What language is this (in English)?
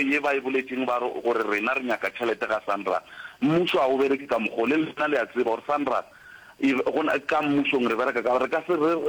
Northern Sotho